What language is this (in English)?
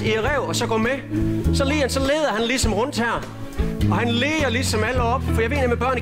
Danish